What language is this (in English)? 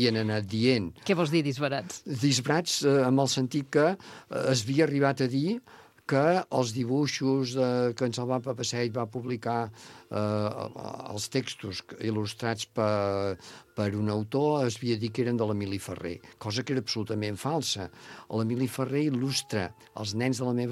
Catalan